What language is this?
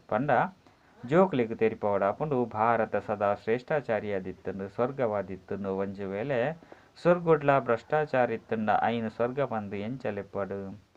Tulu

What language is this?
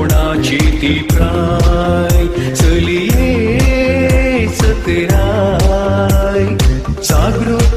Konkani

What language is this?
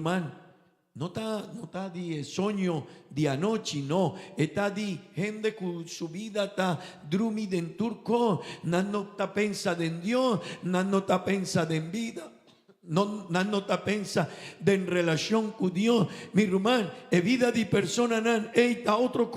Papiamento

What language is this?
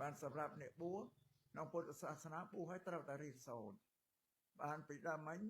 Khmer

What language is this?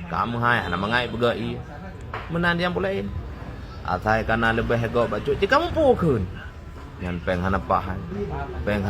Achinese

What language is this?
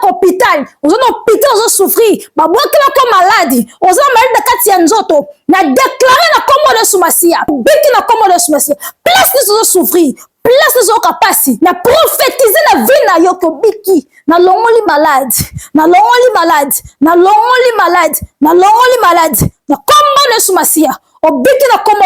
Lingala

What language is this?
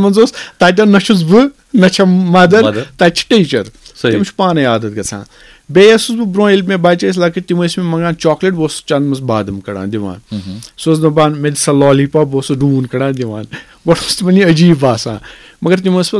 Kashmiri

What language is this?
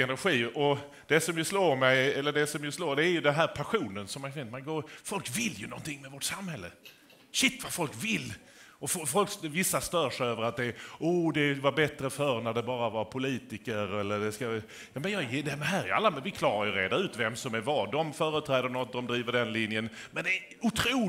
Swedish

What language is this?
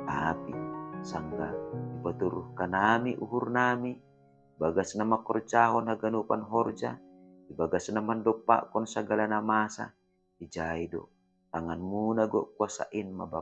Batak Simalungun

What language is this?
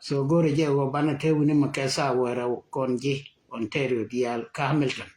Nuer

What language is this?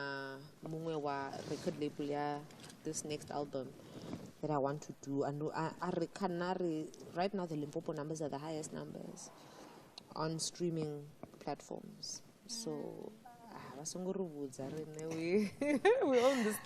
Venda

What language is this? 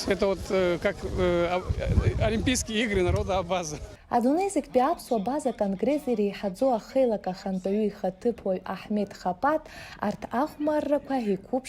Abkhazian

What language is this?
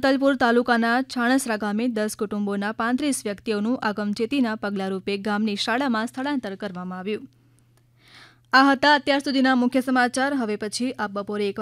Gujarati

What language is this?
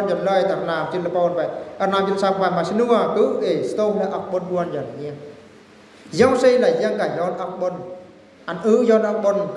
Eastern Bru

